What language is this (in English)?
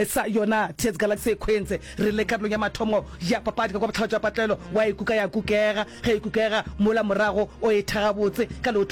Northern Sotho